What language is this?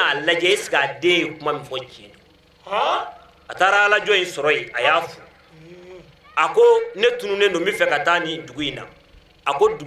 Bambara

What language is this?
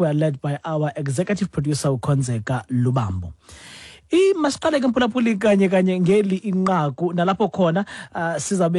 Xhosa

